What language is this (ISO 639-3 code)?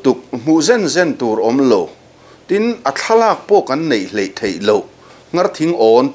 lus